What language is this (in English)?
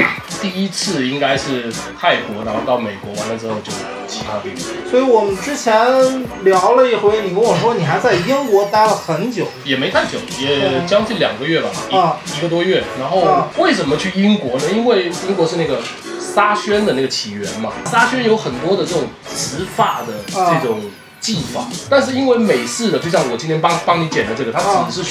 Chinese